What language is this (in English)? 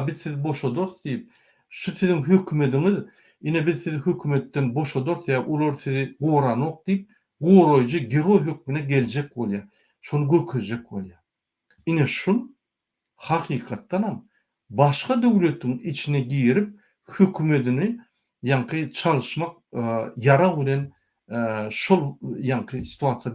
Turkmen